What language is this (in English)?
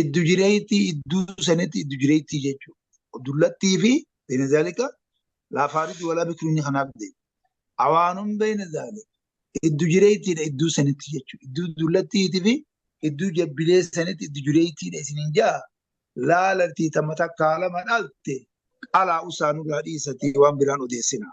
Oromo